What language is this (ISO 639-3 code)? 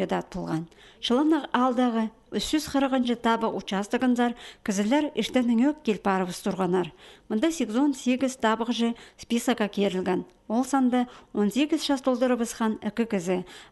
kjh